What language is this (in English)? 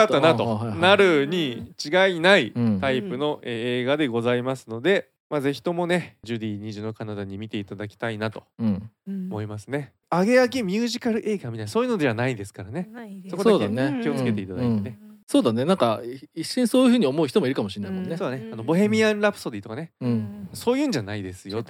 Japanese